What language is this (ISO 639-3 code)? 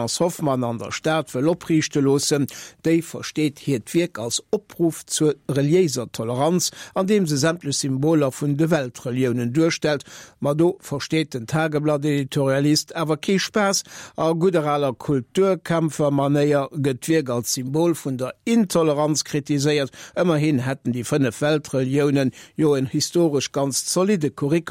ltz